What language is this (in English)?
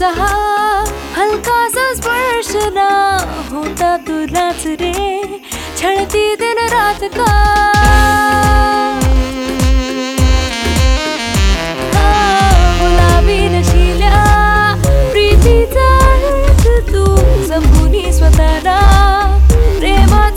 Marathi